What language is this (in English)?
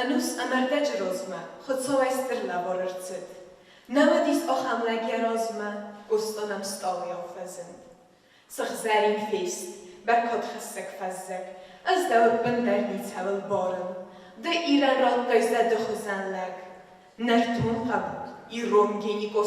Ossetic